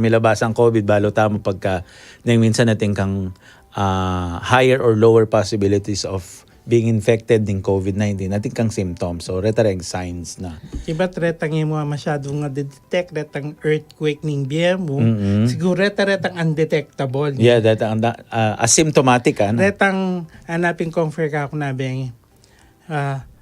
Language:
Pampanga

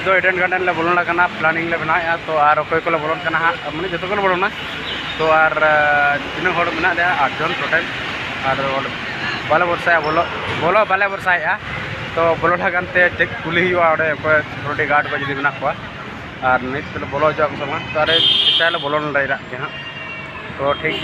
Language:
Santali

